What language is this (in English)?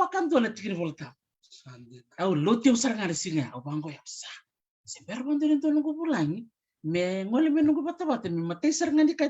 Fijian